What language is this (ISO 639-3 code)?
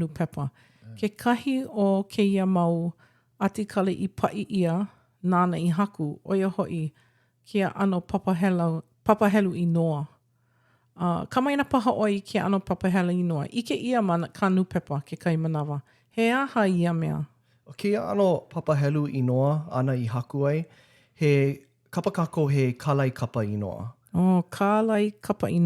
haw